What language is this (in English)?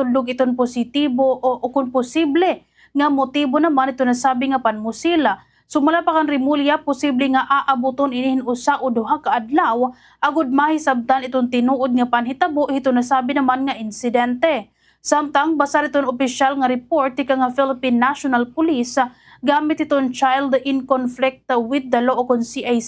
Waray